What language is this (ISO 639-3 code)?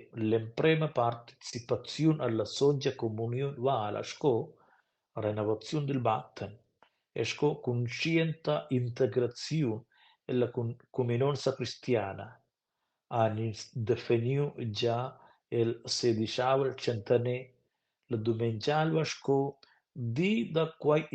roh